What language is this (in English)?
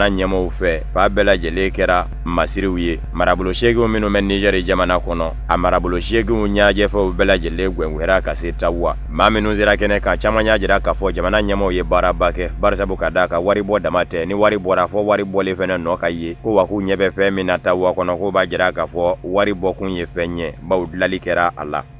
Bambara